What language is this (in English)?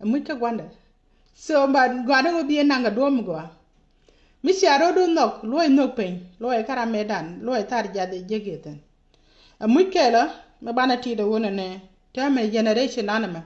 Nuer